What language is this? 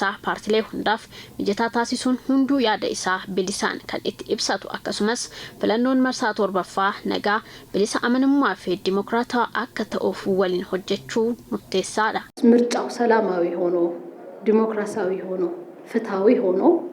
Oromo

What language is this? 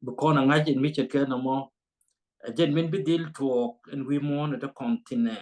Nuer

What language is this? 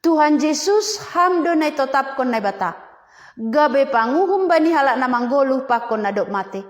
Batak Simalungun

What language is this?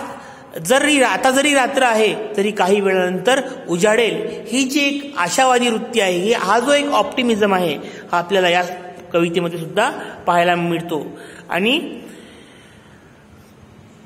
Marathi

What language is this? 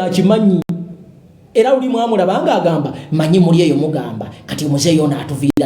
Ganda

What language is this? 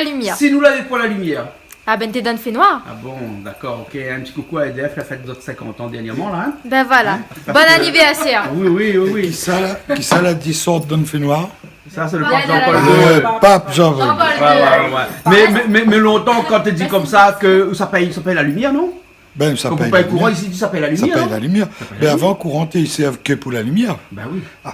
Réunion Creole French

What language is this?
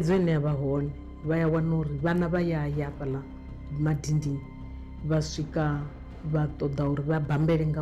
Venda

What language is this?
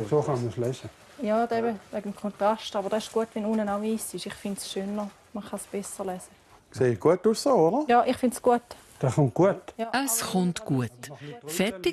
Swiss German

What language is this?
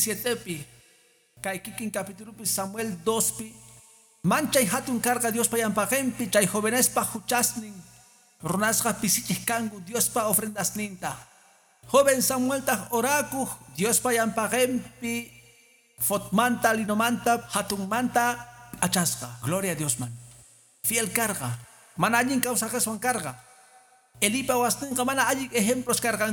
Quechua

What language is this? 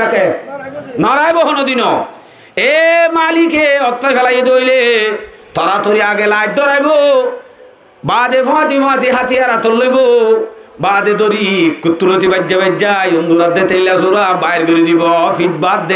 Rohingya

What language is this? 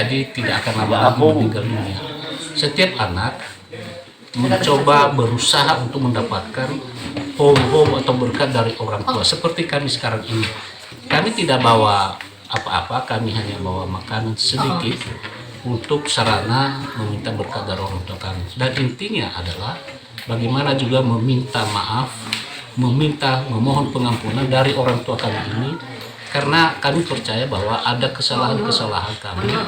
Nias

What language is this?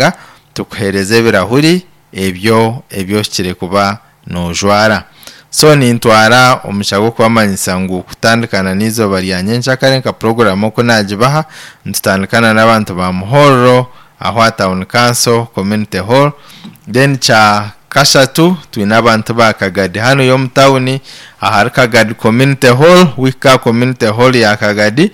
Nyankole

